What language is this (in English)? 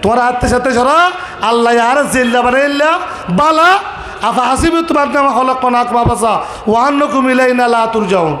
Rohingya